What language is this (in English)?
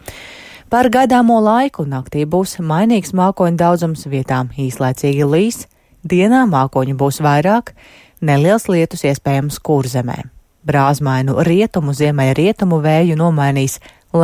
Latvian